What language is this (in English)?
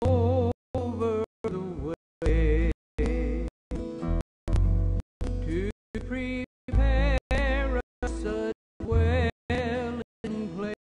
English